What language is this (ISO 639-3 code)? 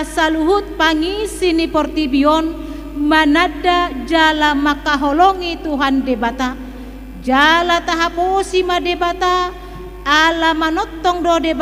bbc